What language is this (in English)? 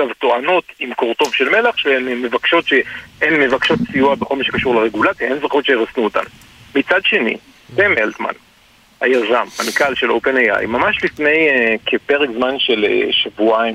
Hebrew